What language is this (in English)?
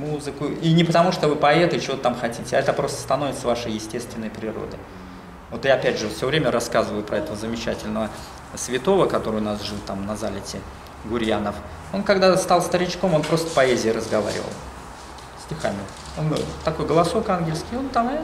Russian